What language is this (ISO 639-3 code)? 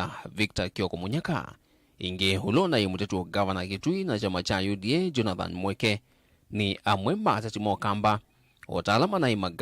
kam